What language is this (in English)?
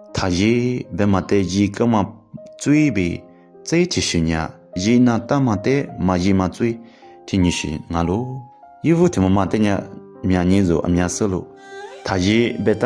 Lisu